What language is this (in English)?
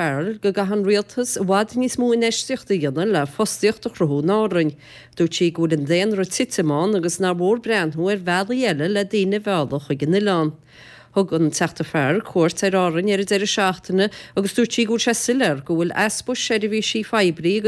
Irish